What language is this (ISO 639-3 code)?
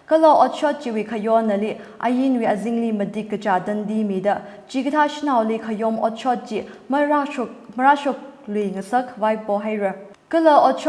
nmf